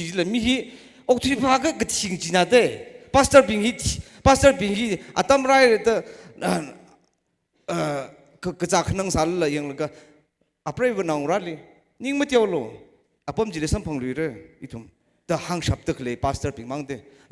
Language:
Tangkhul Naga (India)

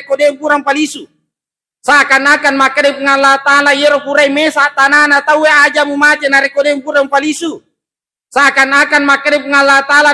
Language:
Buginese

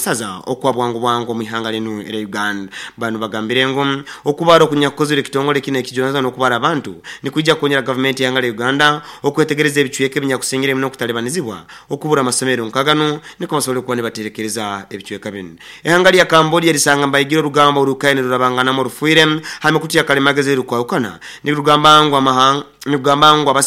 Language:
Nyoro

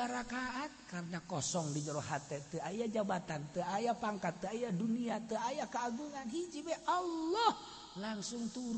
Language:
Sundanese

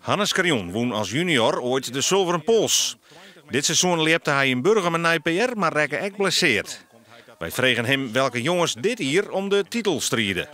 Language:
Western Frisian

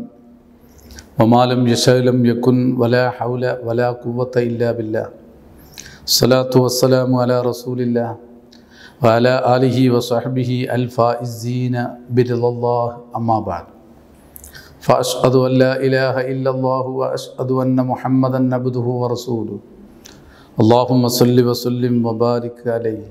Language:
Malayalam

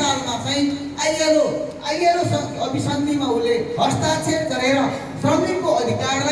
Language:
Nepali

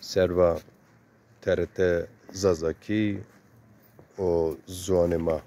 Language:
Zaza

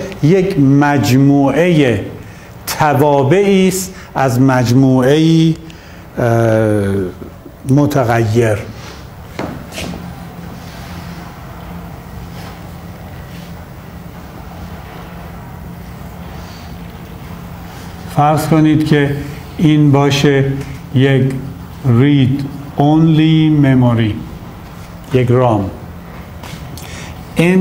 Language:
Persian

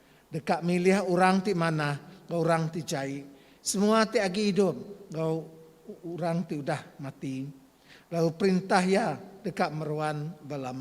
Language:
Iban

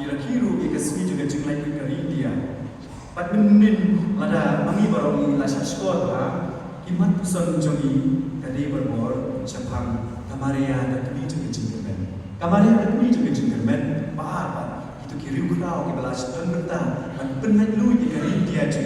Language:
Khasi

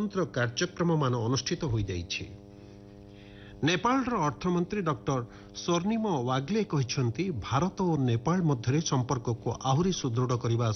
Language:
Odia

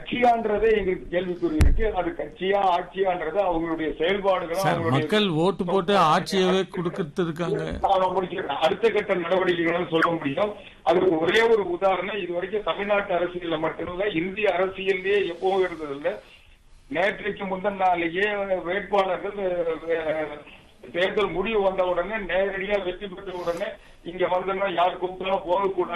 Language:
Tamil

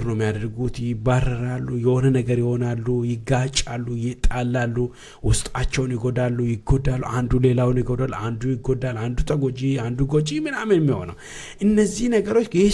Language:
Amharic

